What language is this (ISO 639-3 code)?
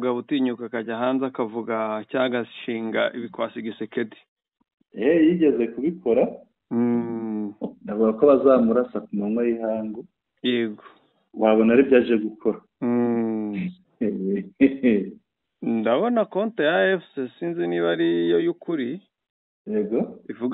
kin